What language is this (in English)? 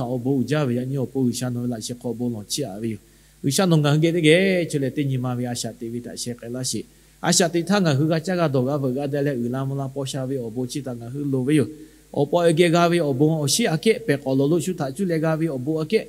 Lahu